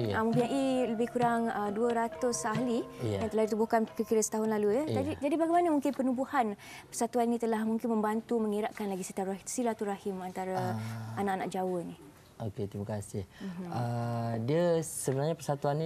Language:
Malay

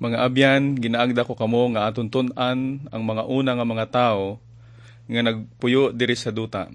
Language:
Hiligaynon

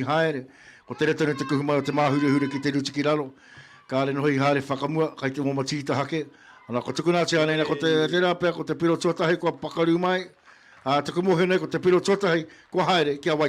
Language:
Māori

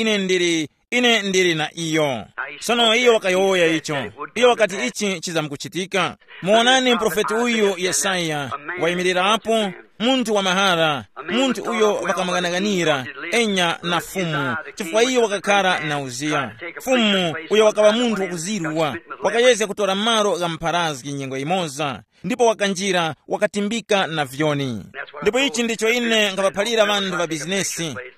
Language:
Tumbuka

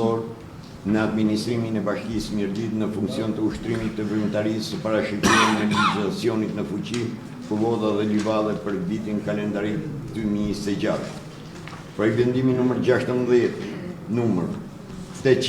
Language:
Albanian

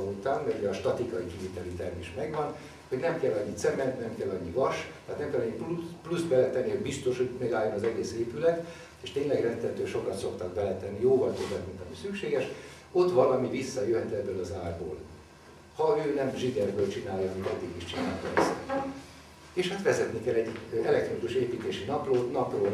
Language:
Hungarian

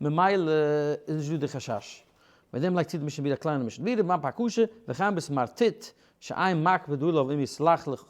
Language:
Yiddish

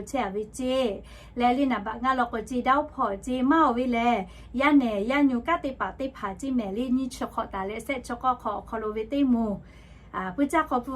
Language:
Lahu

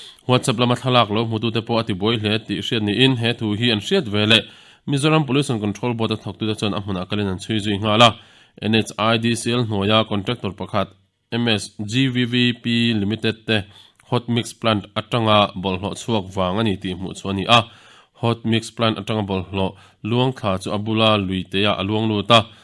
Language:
Mizo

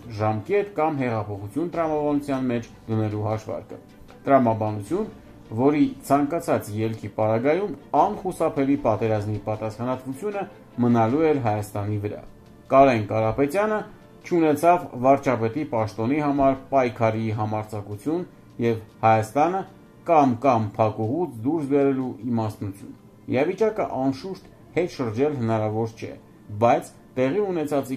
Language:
Armenian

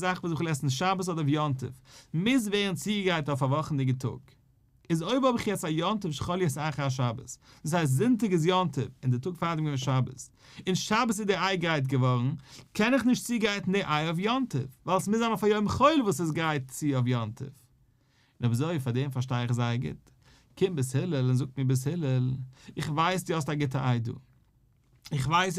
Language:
Yiddish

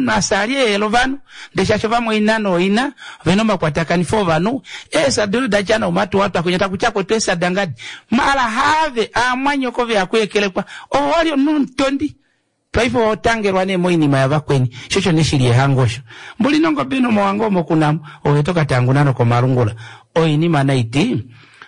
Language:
Kuanyama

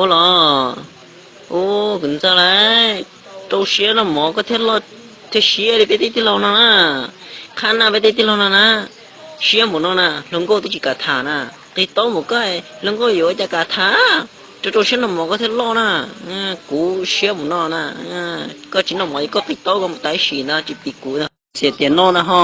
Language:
Hmong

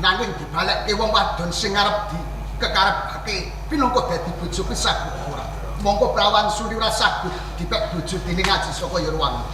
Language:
Javanese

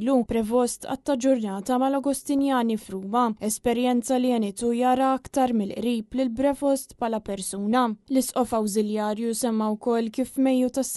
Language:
Maltese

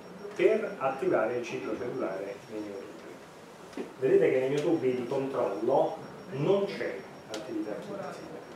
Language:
Italian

